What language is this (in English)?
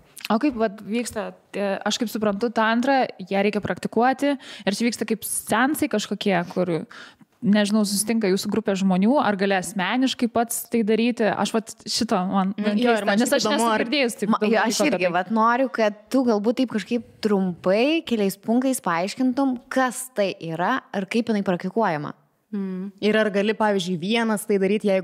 Lithuanian